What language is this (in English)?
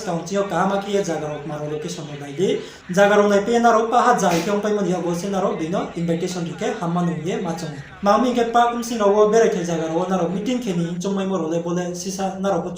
Riang (India)